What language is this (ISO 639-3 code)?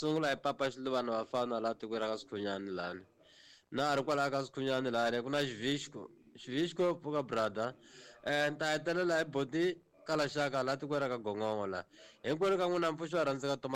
tso